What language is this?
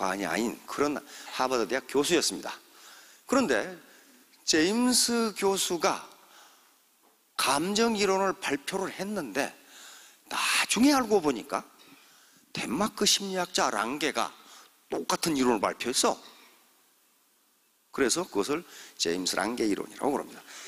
Korean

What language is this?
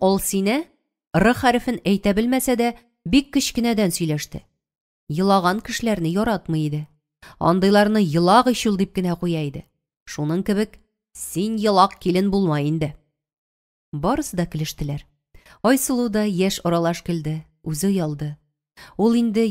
Tatar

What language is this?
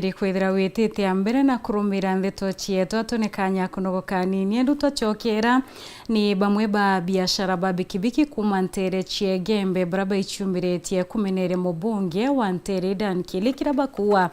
Meru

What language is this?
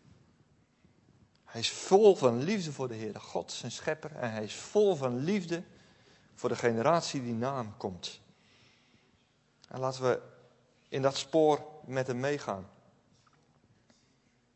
Dutch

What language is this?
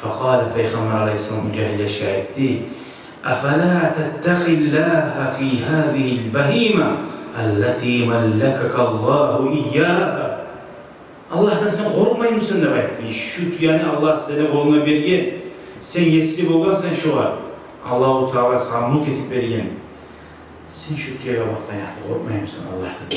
Kumyk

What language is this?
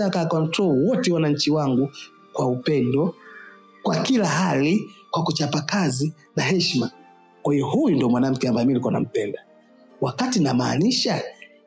Swahili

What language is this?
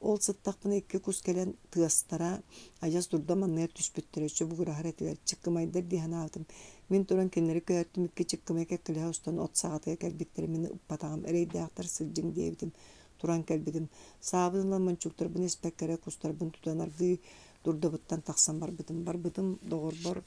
Yakut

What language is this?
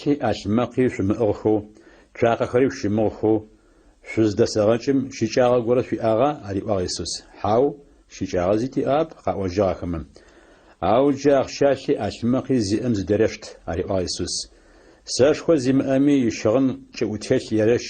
Adyghe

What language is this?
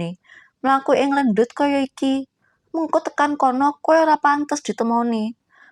Javanese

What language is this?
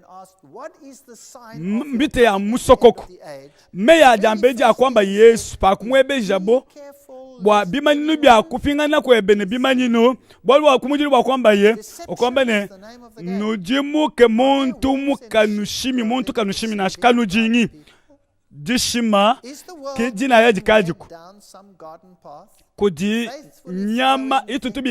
Luba-Lulua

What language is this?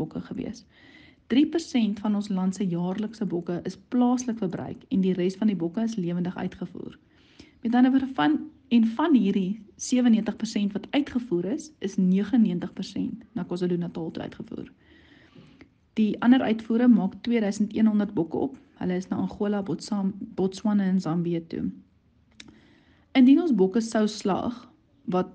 Afrikaans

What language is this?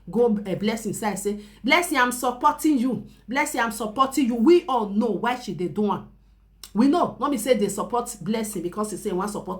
Nigerian Pidgin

